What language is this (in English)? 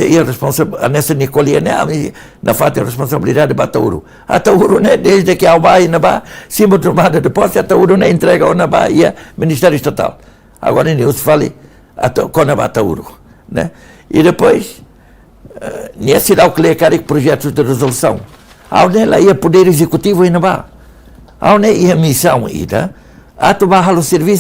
Tetum